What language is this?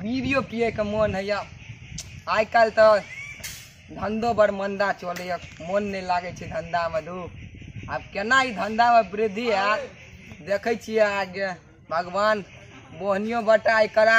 Maithili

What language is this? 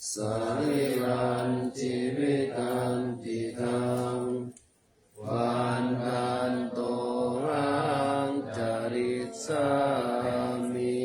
Pali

